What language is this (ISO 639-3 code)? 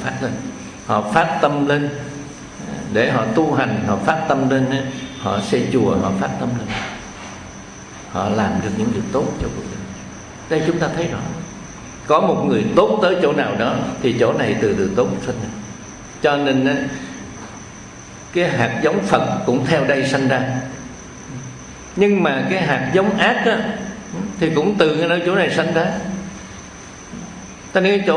vie